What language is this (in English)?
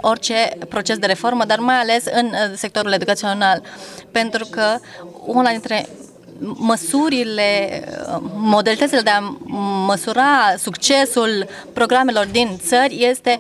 Romanian